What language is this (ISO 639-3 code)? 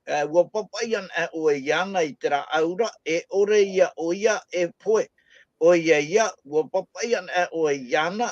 tah